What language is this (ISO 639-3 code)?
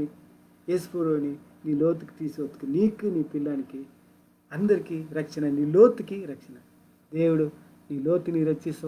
kff